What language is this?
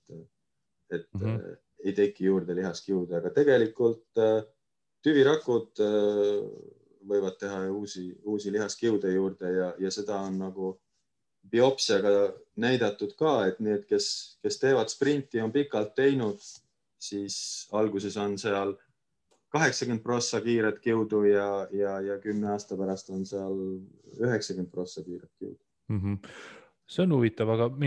Estonian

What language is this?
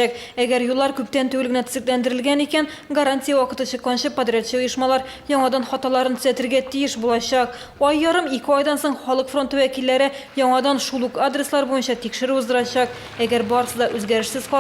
Tatar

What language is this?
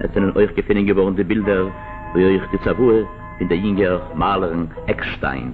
Yiddish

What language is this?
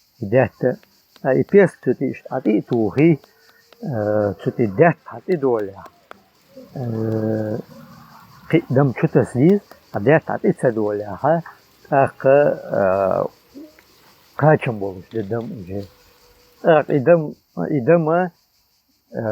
Chechen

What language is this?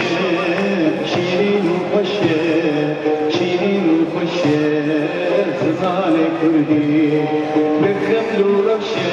Kurdish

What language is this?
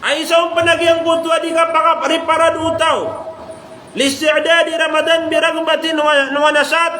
Maranao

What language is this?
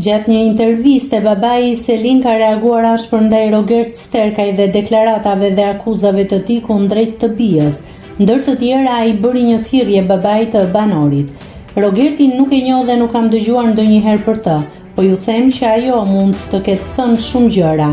Albanian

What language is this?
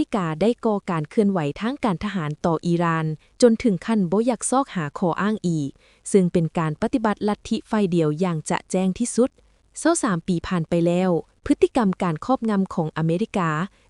Lao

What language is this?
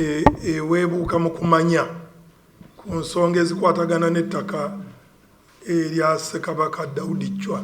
Ganda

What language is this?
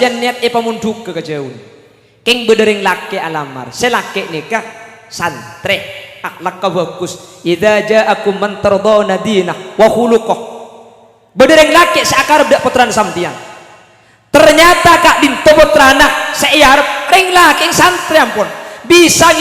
Madurese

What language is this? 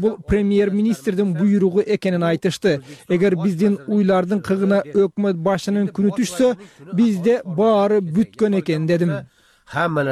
Kyrgyz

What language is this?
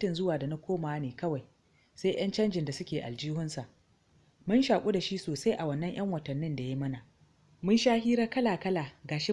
Hausa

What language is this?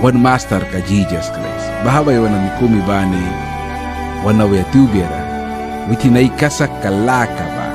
Mískito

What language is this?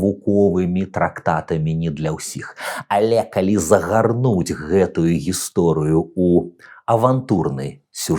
Belarusian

